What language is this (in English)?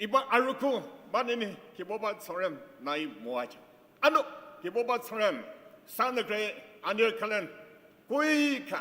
Ao Naga